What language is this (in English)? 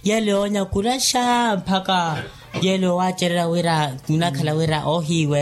Makhuwa